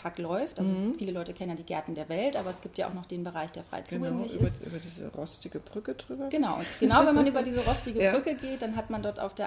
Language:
German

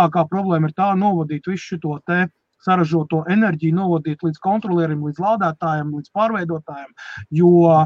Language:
Latvian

